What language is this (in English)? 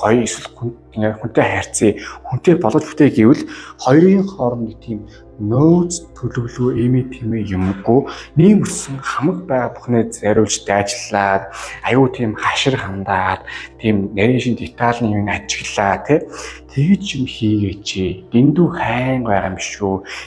Mongolian